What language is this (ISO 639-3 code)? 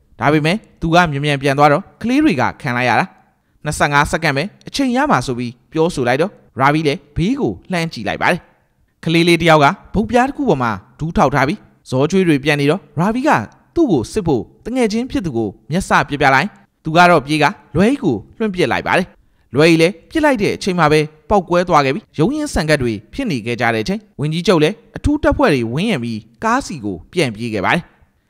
mya